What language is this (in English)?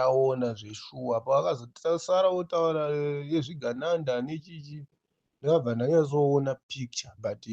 Shona